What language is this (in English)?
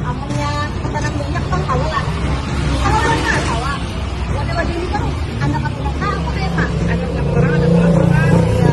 Banjar